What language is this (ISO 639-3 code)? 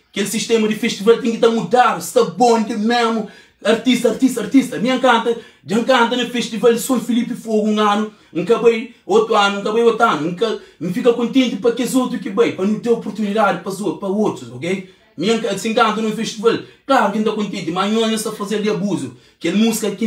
kea